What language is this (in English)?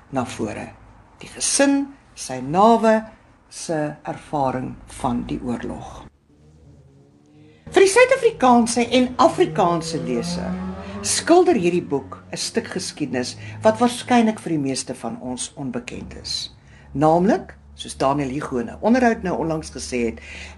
Afrikaans